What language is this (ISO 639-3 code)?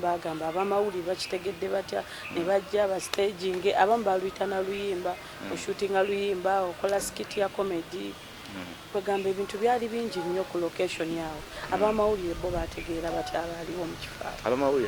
lug